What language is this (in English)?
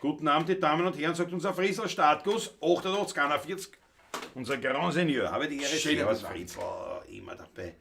Bavarian